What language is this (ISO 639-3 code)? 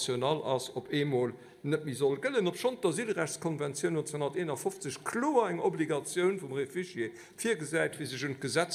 ltz